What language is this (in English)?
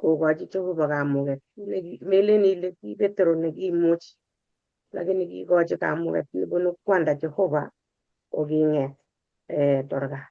Kalenjin